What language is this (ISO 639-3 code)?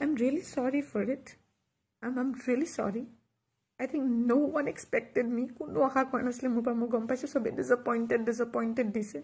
asm